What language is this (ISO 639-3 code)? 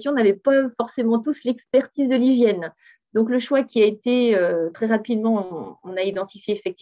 fra